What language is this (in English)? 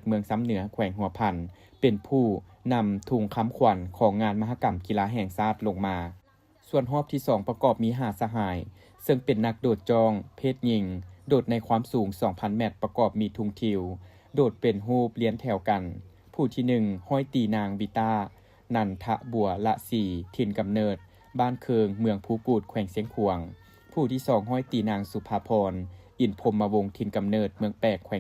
Lao